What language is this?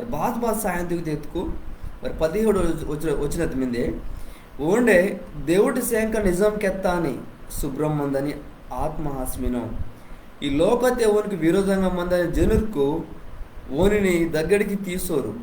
Koya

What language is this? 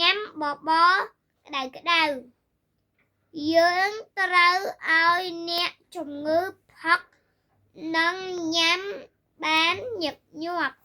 Khmer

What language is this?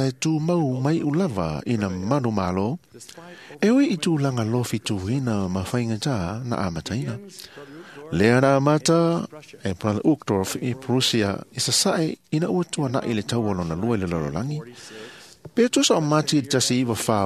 Samoan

